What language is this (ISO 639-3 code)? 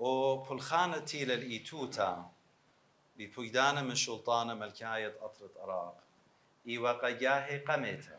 aii